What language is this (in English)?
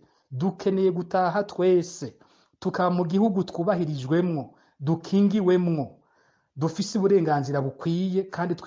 Rundi